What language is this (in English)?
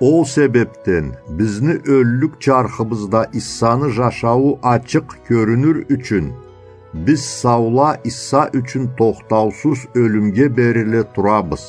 Karachay-Balkar